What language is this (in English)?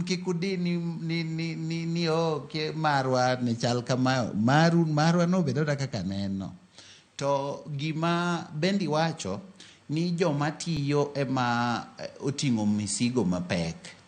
Luo (Kenya and Tanzania)